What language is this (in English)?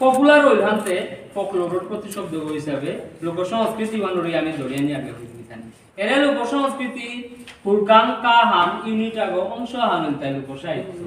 Bishnupriya